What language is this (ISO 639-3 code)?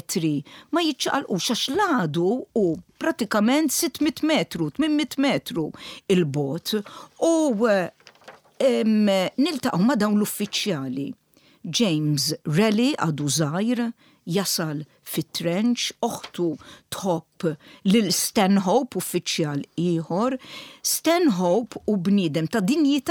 mlt